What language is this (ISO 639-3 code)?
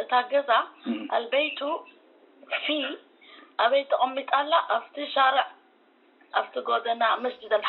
tir